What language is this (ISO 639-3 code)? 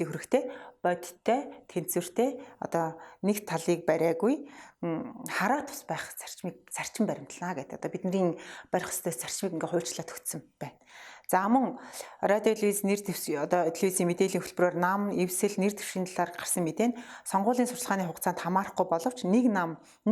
mon